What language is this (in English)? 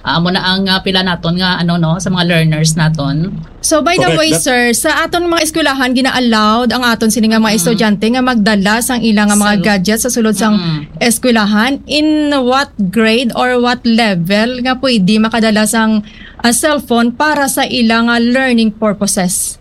Hiligaynon